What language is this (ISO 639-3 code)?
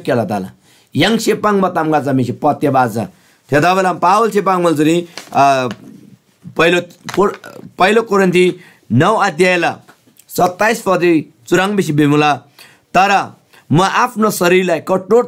taj